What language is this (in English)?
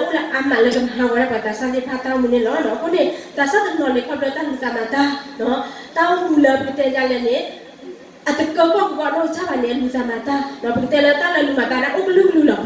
S'gaw Karen